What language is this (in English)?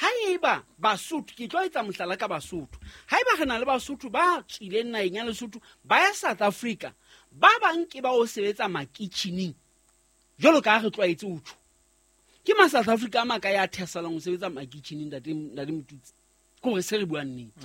Southern Sotho